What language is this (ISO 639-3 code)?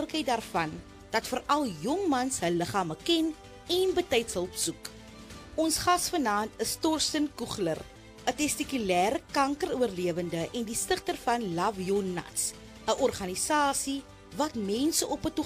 afr